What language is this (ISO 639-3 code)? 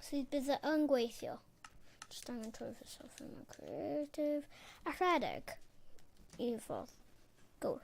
cym